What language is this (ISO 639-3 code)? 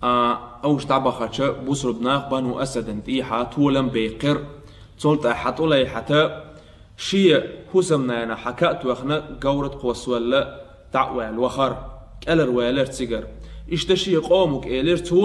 che